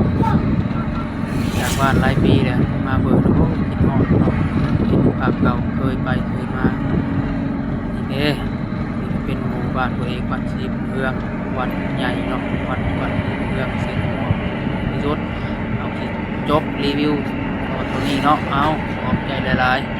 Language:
Lao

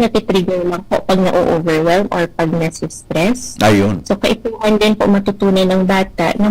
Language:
Bikol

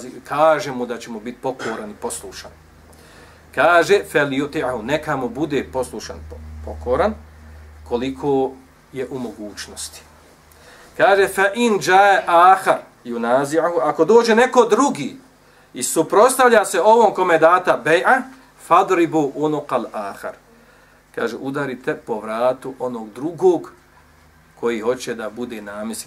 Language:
Bosnian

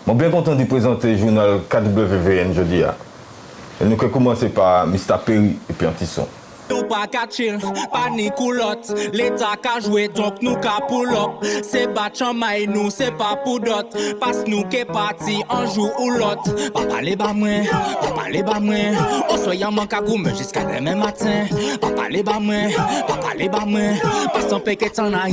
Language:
Guadeloupean Creole French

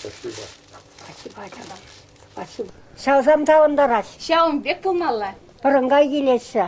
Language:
Chuvash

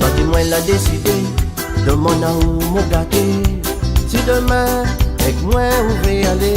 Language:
Réunion Creole French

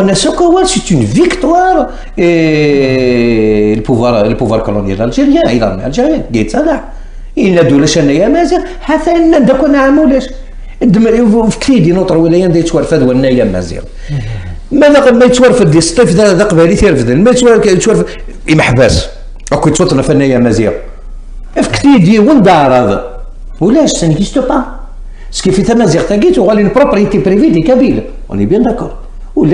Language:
Kabyle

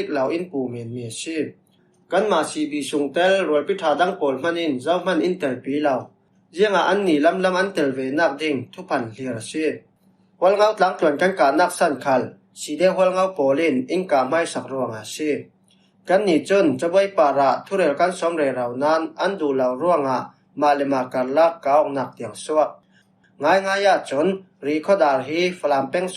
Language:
Falam Chin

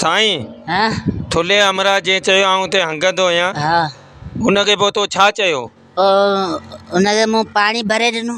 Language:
Sindhi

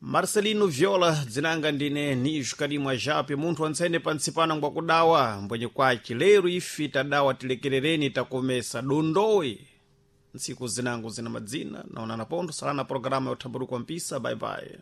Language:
Sena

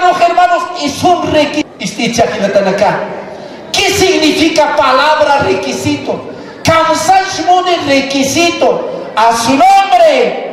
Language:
Aymara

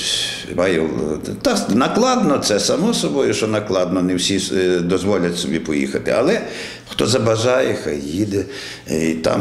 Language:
Ukrainian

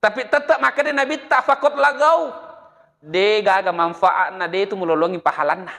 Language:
Buginese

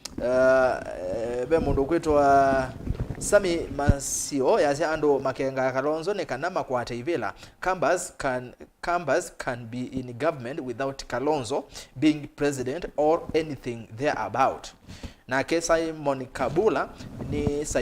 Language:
Kamba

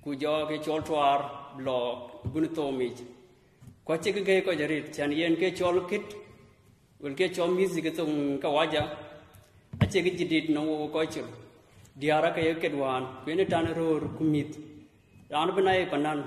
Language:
Dinka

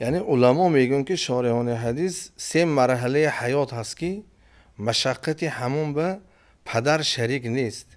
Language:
Tajik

